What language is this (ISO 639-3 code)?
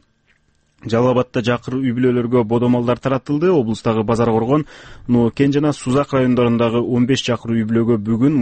kir